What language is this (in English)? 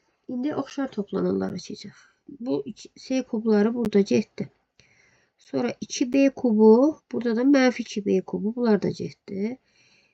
Azerbaijani